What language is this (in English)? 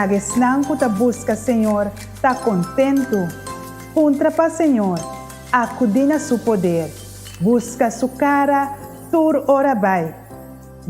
Papiamento